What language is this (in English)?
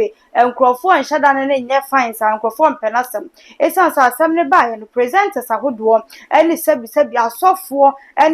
Akan